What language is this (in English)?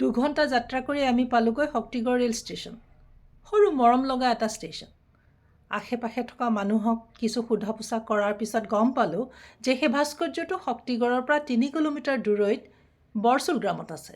Assamese